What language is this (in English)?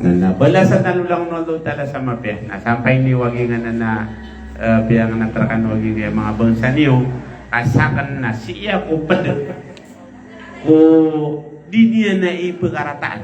Maranao